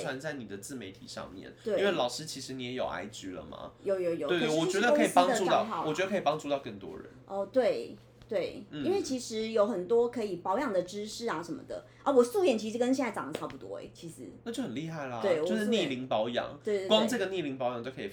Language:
Chinese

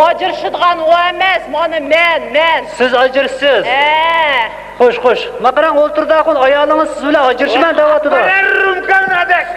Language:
Uyghur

